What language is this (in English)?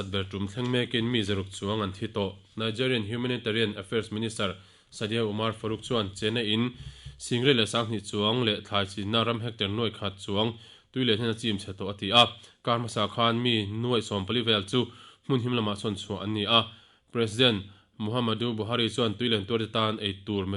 Mizo